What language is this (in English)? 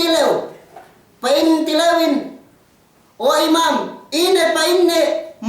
Yakan